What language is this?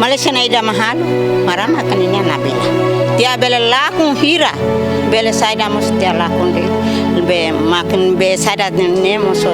Tetum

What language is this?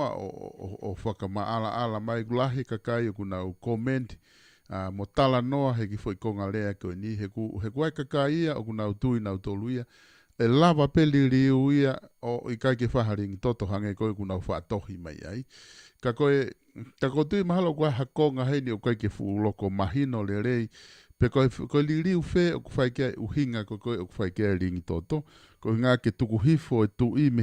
Tongan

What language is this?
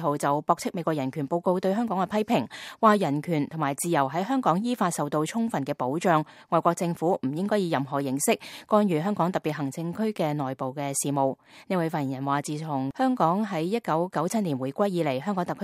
Cantonese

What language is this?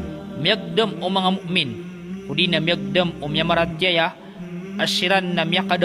Maranao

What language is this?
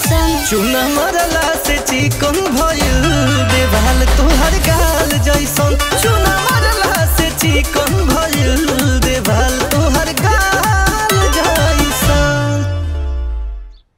Bhojpuri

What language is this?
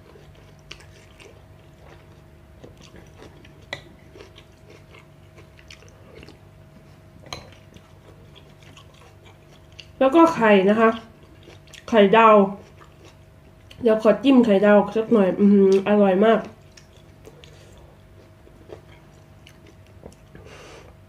Thai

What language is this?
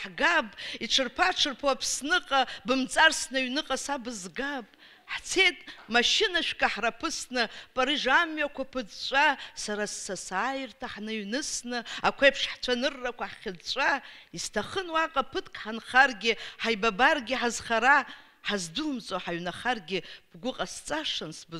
Abkhazian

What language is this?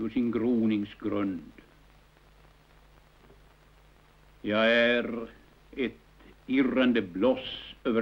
Swedish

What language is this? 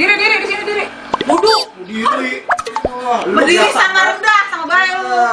Betawi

